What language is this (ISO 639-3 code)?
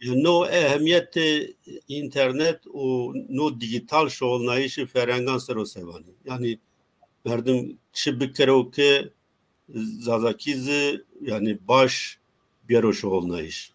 zza